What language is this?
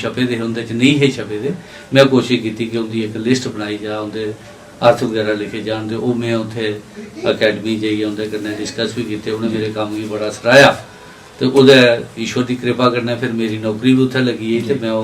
Dogri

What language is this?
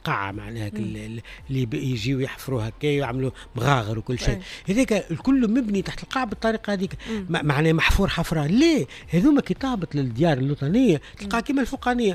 Tunisian Arabic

